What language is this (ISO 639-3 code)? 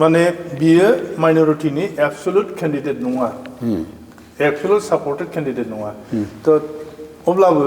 brx